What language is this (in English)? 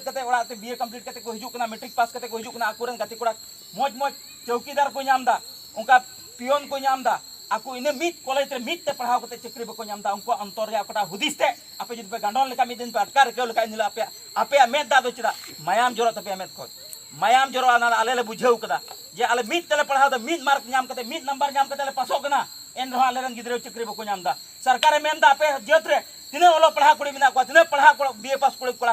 Santali